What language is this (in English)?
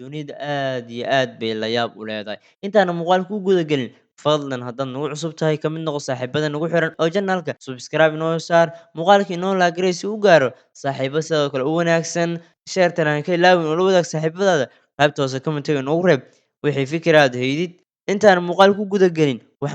Somali